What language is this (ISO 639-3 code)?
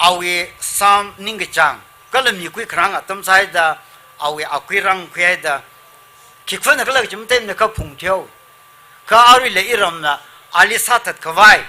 nmf